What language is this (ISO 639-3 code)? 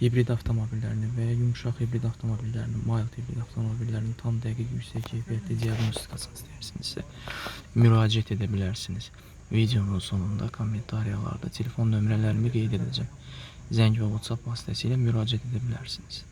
aze